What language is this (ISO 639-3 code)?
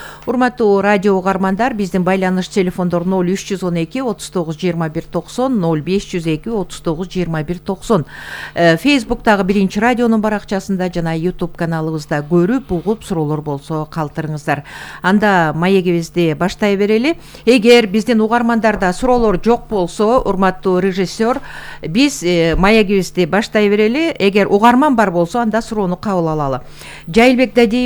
kir